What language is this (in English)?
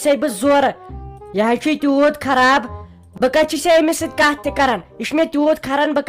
Kashmiri